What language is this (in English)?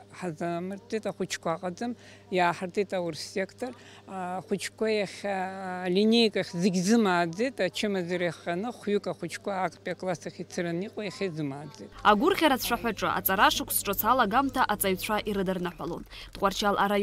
Abkhazian